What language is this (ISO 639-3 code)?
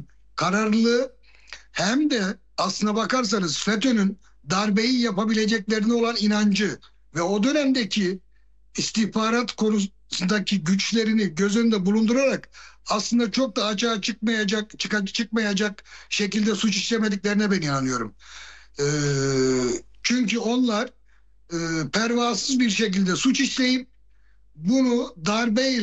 tur